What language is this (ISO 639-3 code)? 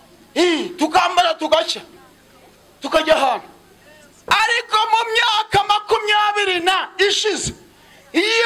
kin